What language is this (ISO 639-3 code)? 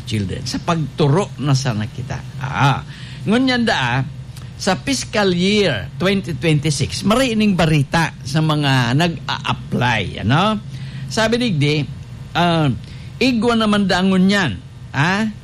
bik